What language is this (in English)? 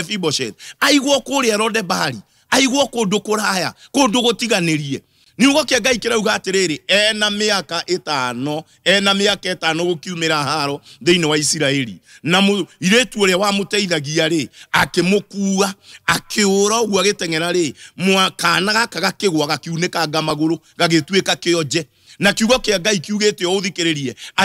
Kikuyu